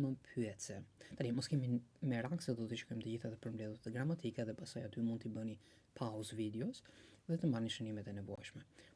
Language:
Albanian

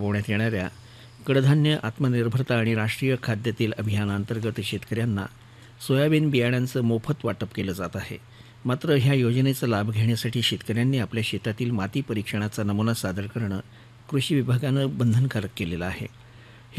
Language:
Marathi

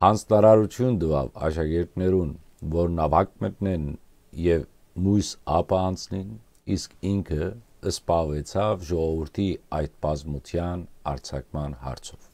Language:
Western Armenian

